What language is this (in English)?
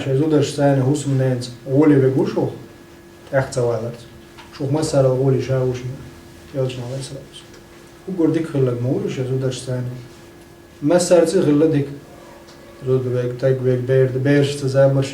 Chechen